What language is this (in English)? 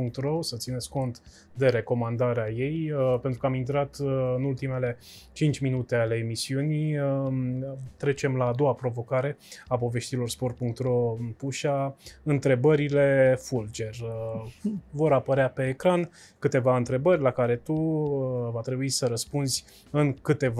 Romanian